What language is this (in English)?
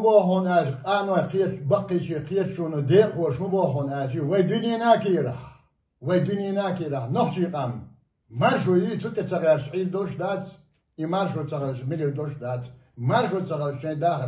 Chechen